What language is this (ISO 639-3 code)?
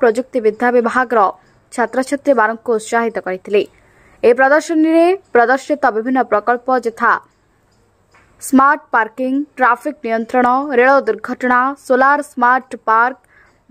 ori